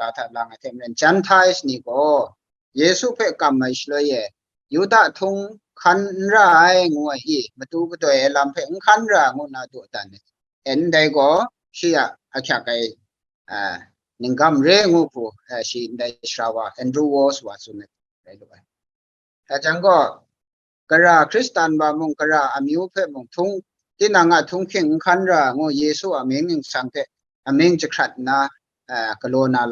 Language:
Kachin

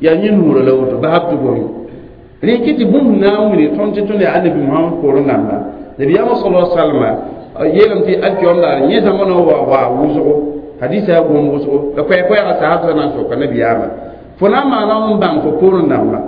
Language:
Mossi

